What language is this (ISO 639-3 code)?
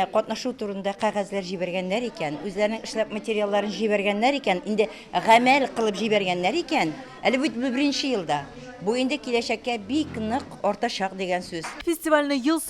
tat